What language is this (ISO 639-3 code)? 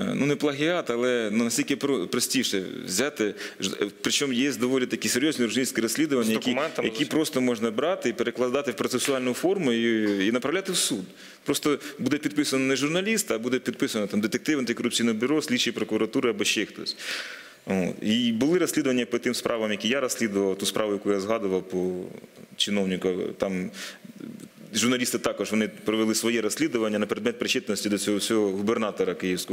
ukr